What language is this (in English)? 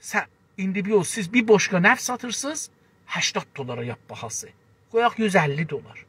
South Azerbaijani